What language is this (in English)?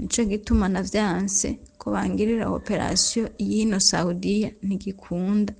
Rundi